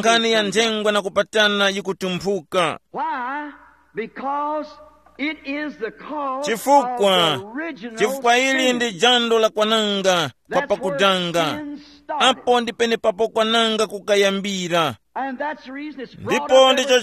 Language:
Tumbuka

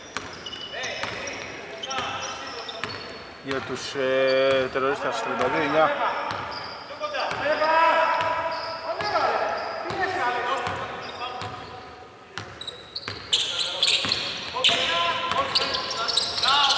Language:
Greek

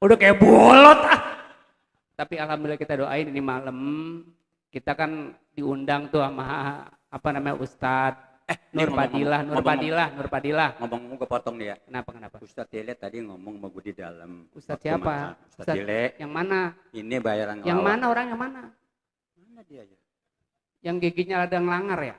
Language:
Betawi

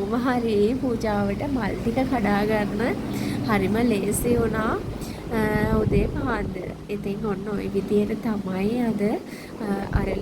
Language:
Sinhala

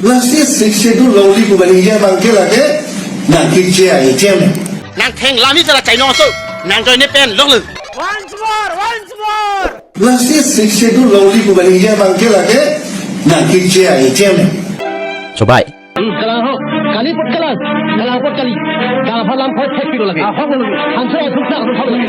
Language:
Karbi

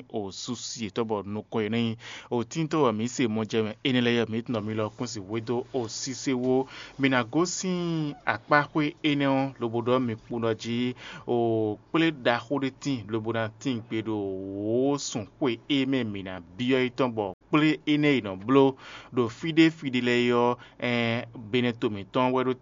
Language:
Fon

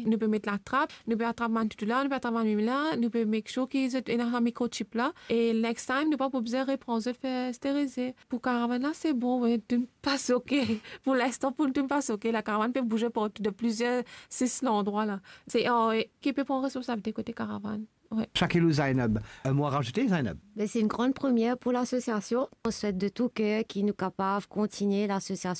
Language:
Morisyen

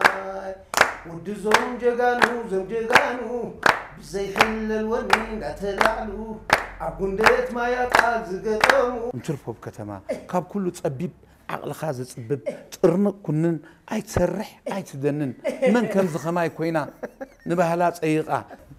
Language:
Tigrinya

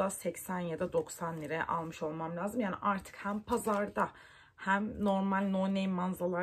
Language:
Turkish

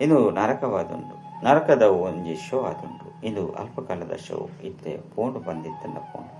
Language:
Tulu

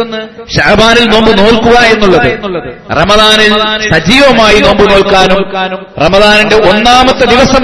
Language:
Malayalam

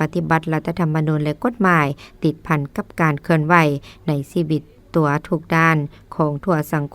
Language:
Lao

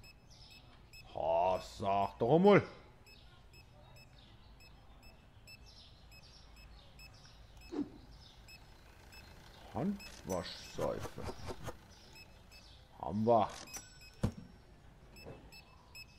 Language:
German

